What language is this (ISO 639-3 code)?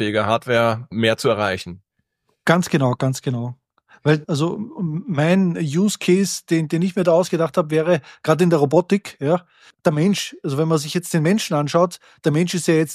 deu